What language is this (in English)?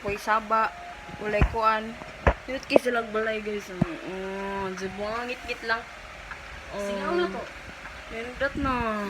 Cebuano